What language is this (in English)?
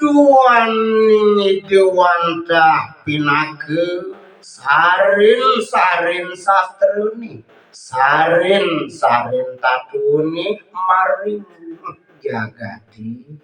Balinese